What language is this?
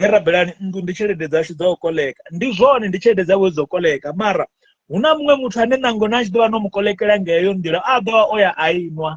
Venda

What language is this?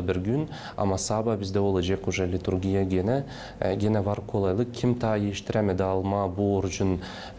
Gagauz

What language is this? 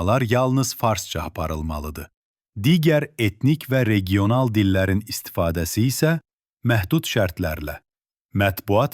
South Azerbaijani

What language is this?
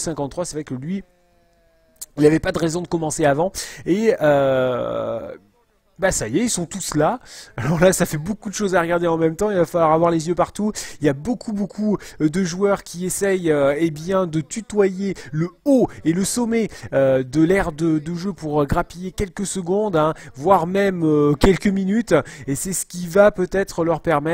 French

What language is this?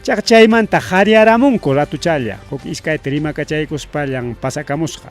Ayacucho Quechua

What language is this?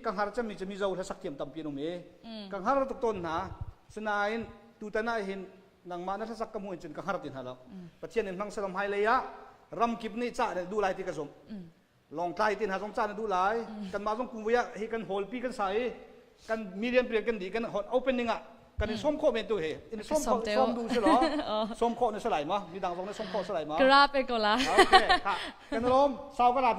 Hakha Chin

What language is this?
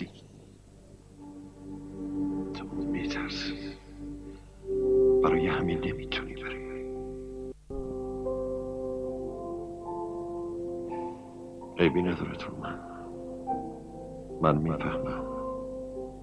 Persian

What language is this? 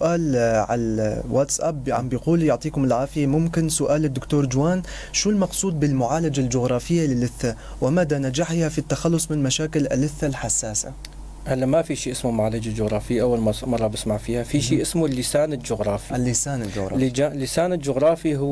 North Levantine Arabic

